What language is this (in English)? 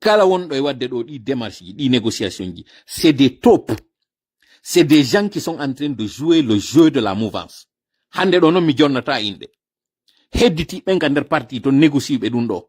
Pular